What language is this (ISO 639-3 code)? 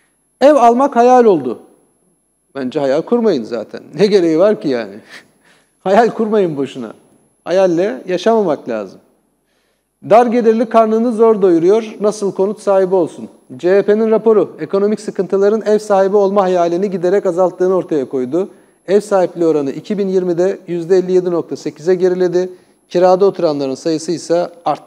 tur